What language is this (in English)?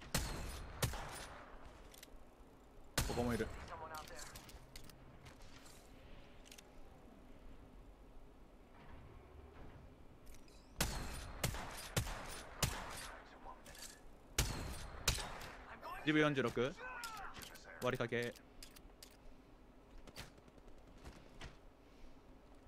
Japanese